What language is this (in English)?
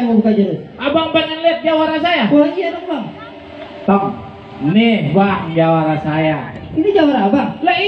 Betawi